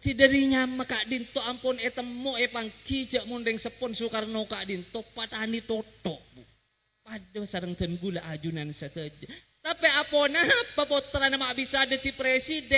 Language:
Madurese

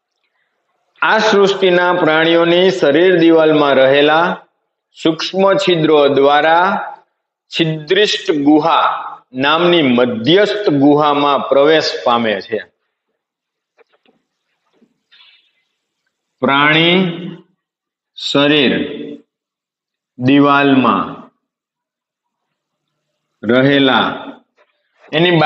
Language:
Gujarati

